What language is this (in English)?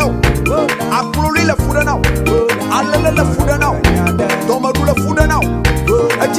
Ewe